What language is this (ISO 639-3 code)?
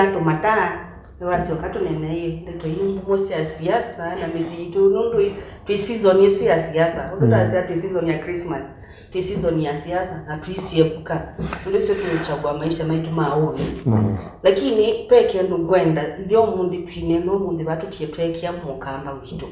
kam